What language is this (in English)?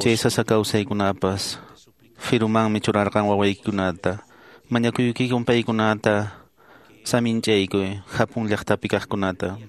Quechua